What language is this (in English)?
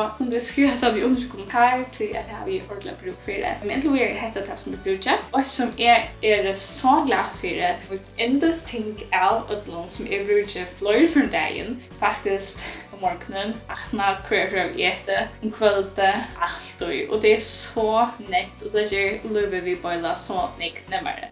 Faroese